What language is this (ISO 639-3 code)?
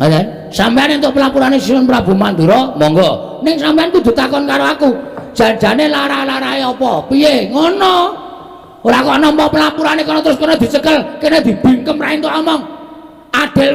jav